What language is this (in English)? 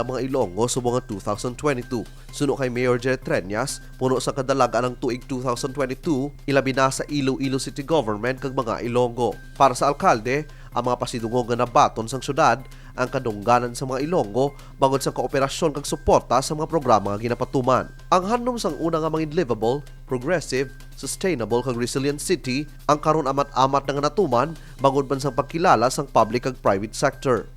Hiligaynon